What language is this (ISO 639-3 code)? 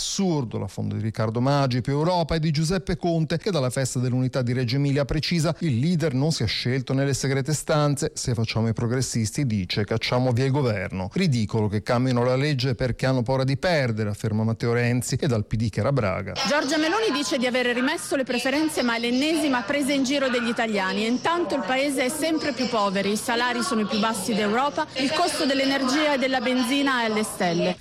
ita